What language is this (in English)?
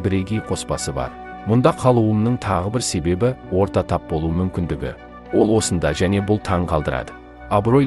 Kazakh